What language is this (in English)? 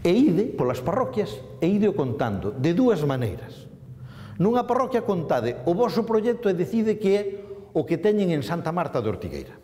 Galician